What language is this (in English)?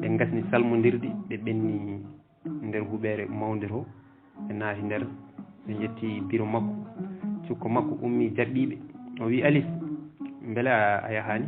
Fula